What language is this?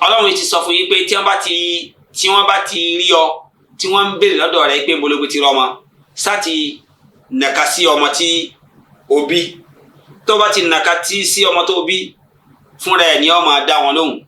Yoruba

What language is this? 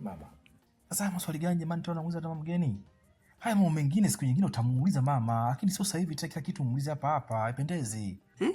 Swahili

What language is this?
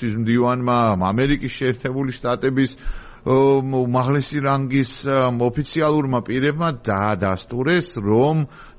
Georgian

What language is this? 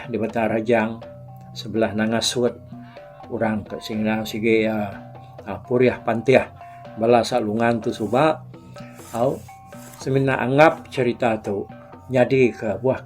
Iban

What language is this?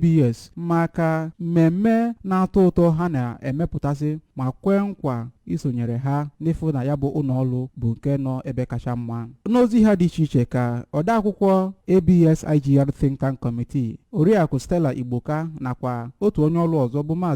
Igbo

